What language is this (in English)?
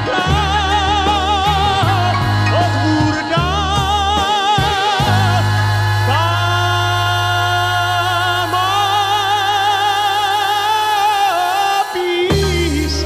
Czech